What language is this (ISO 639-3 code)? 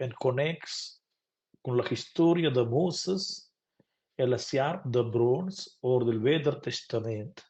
roh